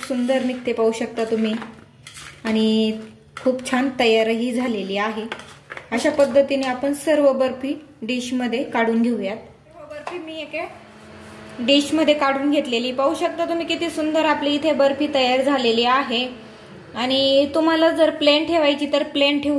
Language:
Marathi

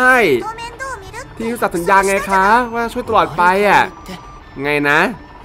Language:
Thai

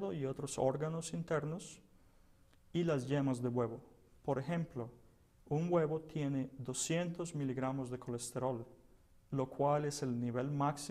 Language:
Spanish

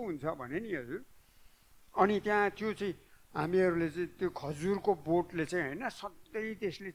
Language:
Nepali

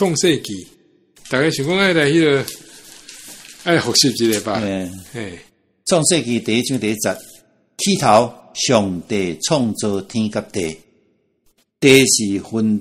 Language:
Min Nan Chinese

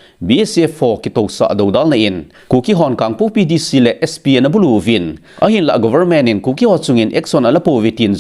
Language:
Thado Chin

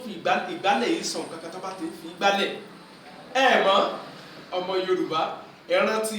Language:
Yoruba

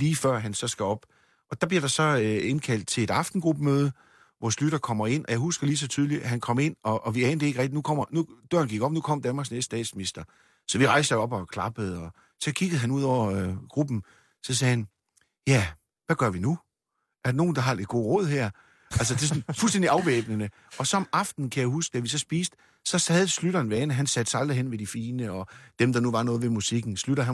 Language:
Danish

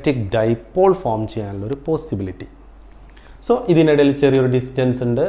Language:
Malayalam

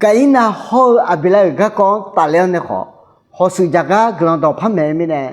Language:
Akha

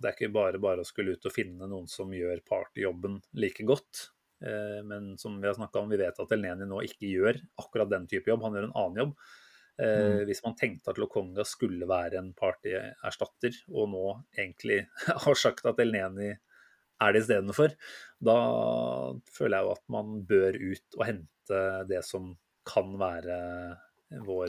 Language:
Norwegian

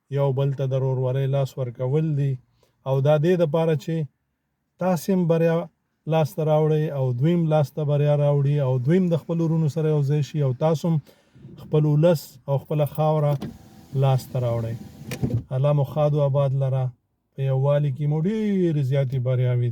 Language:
Pashto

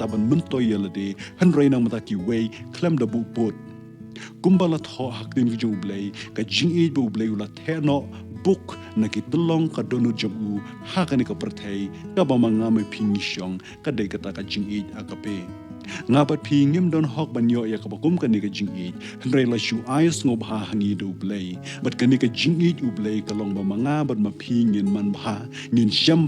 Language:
Khasi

